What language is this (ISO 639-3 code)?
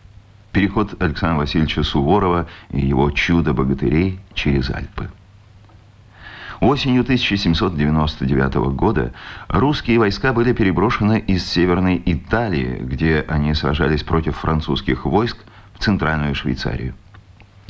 rus